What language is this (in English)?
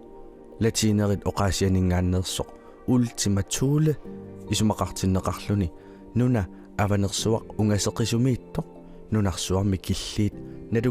Kalaallisut